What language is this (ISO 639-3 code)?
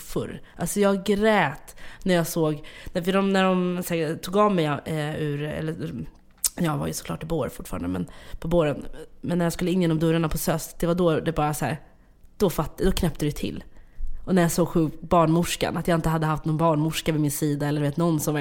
swe